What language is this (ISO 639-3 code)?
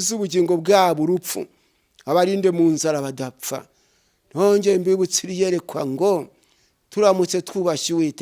kin